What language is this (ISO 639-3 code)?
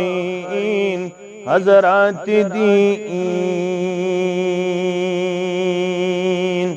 kas